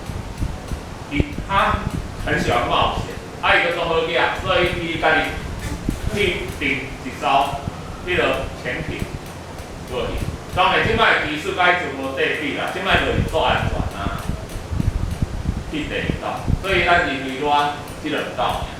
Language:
Min Nan Chinese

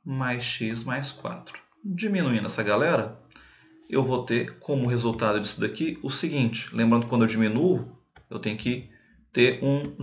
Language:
Portuguese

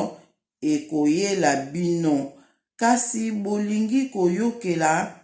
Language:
Lingala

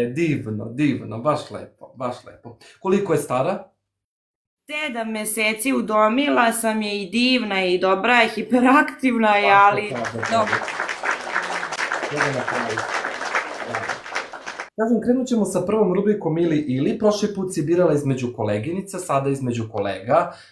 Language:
Serbian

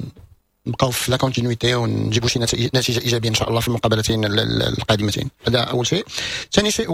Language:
Moroccan Arabic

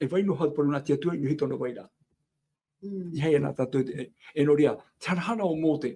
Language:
Tahitian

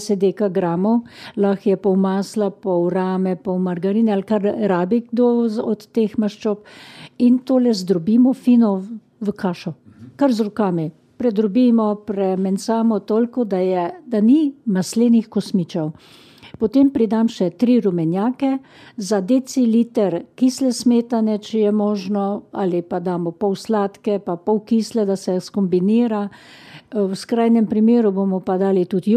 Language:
Slovenian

